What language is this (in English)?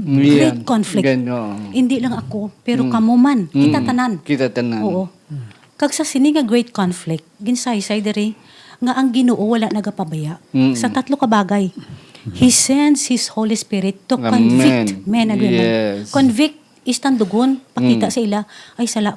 Hiligaynon